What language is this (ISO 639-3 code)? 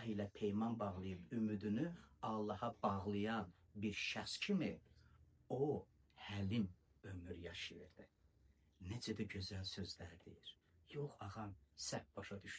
aze